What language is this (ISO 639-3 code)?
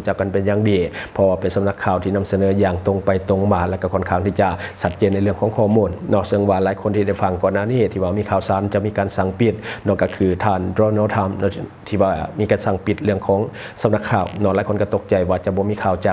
lao